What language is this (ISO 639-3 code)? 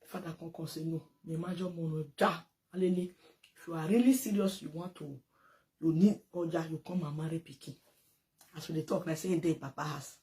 pcm